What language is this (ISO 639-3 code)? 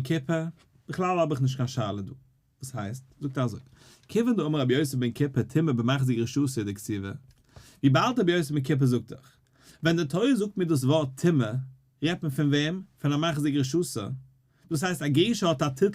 yid